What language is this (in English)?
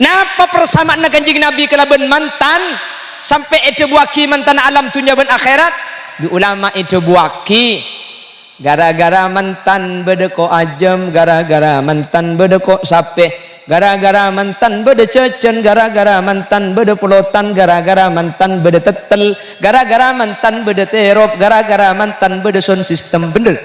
Madurese